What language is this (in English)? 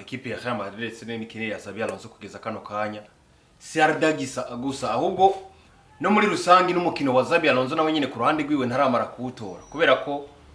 Rundi